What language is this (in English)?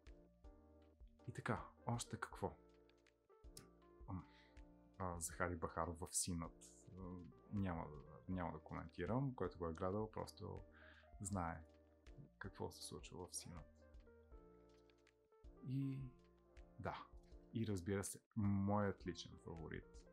Bulgarian